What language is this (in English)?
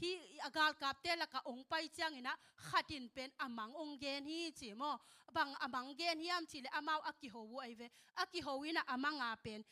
Tedim Chin